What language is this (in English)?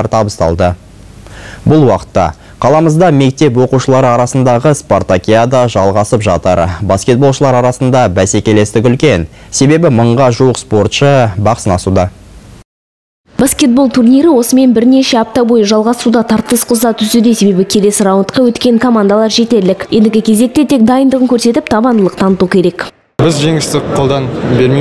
Kazakh